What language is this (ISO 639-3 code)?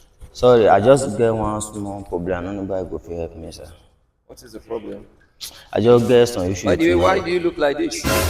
pcm